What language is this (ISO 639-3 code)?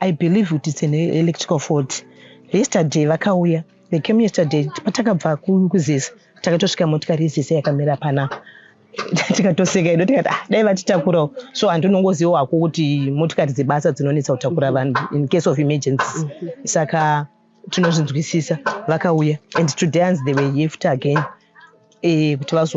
sna